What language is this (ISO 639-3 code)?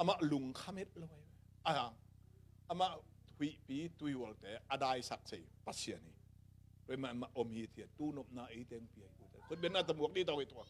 ctd